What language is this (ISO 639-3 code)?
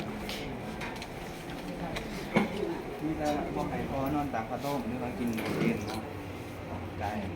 lao